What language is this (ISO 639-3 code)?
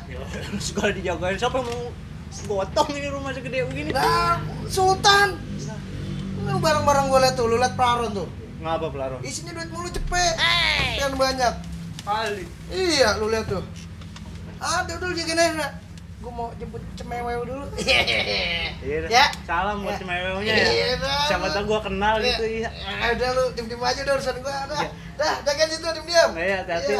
bew